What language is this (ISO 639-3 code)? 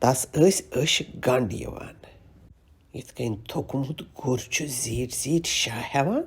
kas